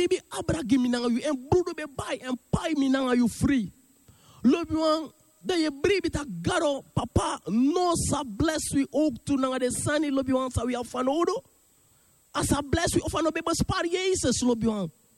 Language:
Sranan Tongo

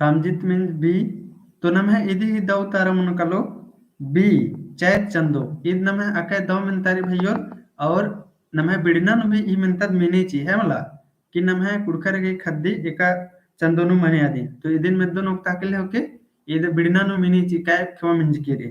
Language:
Kurukh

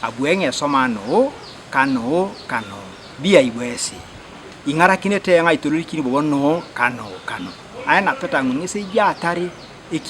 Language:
Teso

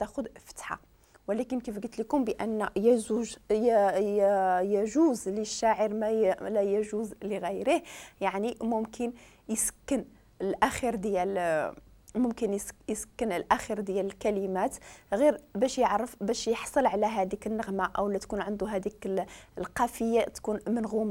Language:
Moroccan Arabic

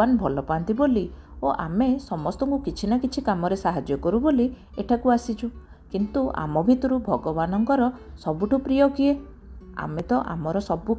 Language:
Odia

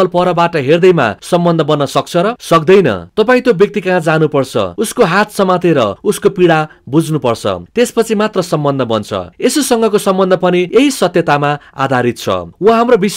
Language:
Nepali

